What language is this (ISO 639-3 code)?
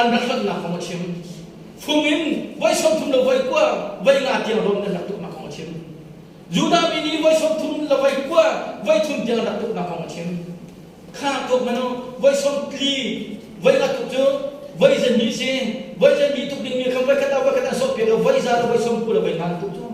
cnh